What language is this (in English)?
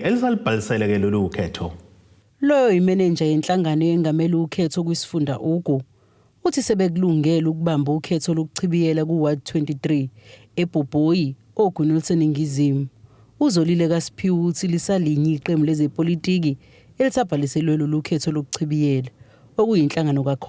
Zulu